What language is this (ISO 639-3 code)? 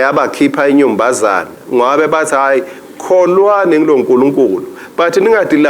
ssw